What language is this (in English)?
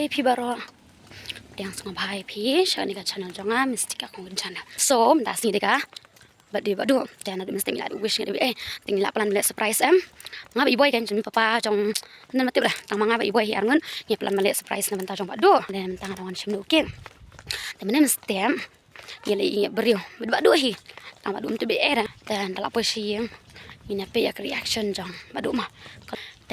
Khasi